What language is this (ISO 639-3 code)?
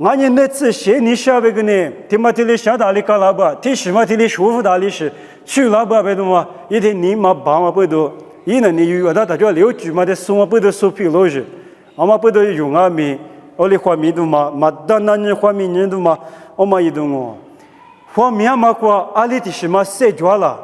lis